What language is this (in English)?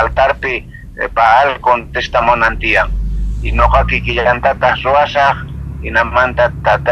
South Bolivian Quechua